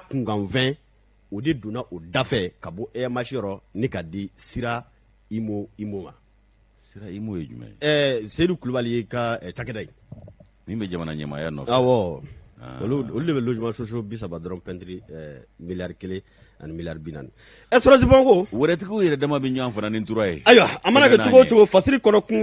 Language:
Bambara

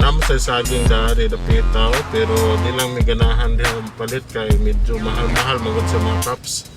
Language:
Cebuano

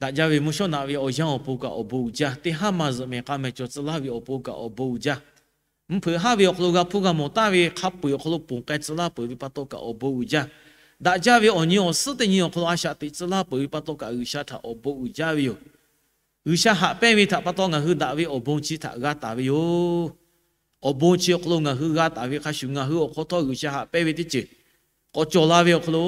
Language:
Lahu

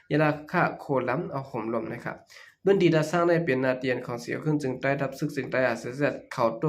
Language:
Shan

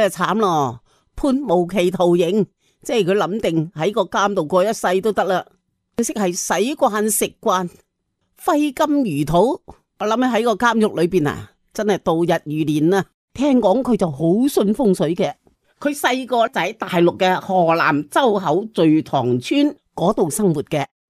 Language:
Cantonese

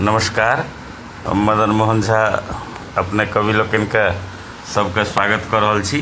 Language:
Maithili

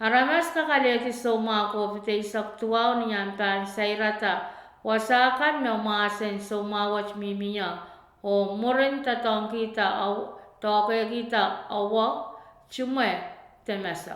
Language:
Pohnpeian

